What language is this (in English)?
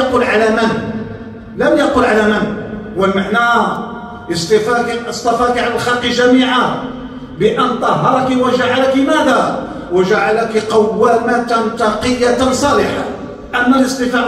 Arabic